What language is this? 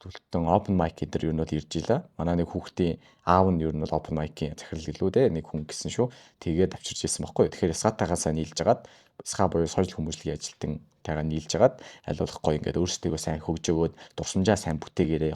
Mongolian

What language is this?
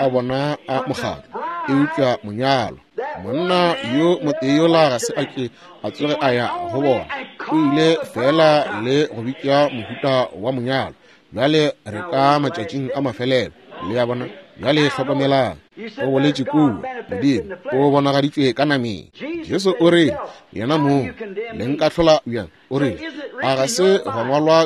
Northern Sotho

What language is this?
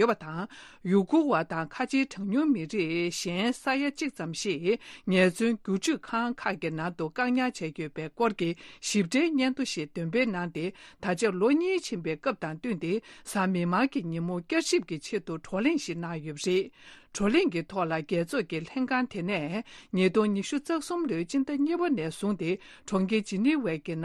Tibetan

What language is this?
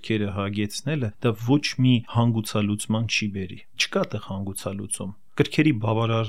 Armenian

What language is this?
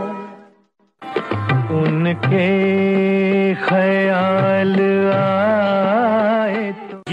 Hindi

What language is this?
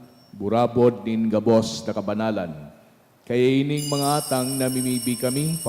Bikol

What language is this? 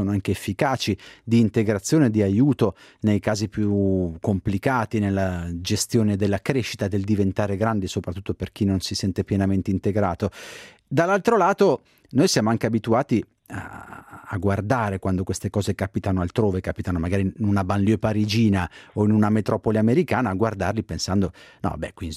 Italian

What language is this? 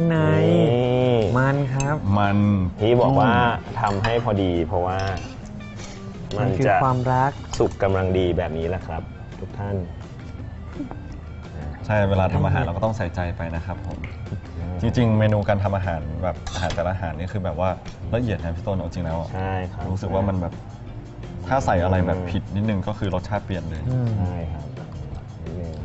Thai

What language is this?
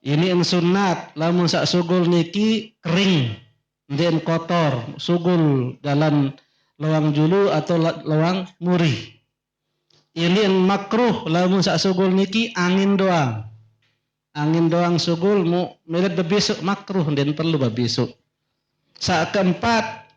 Sasak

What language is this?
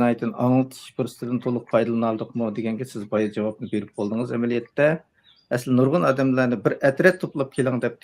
Uyghur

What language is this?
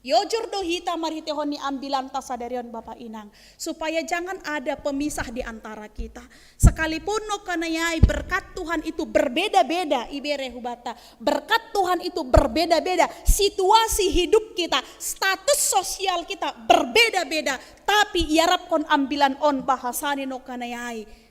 Batak Simalungun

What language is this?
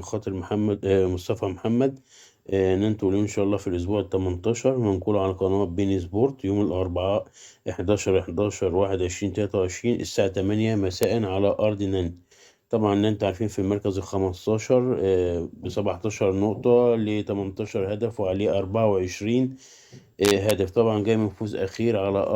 Egyptian Arabic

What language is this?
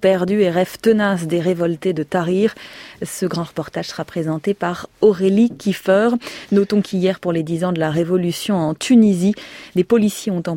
French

